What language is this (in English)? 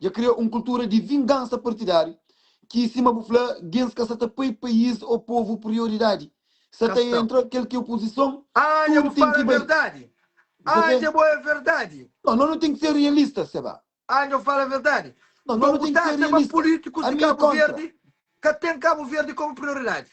Kabuverdianu